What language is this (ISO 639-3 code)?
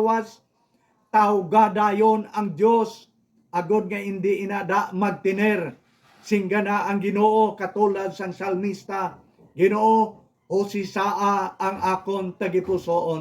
hil